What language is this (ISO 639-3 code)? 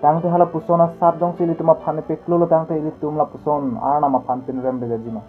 mjw